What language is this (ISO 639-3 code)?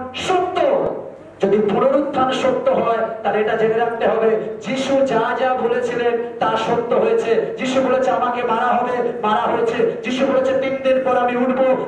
ben